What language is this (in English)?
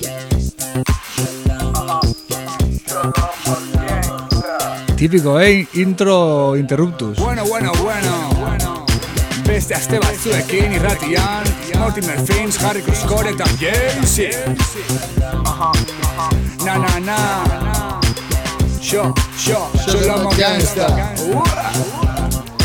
Basque